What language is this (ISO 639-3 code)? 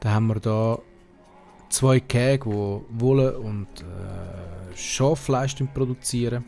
gsw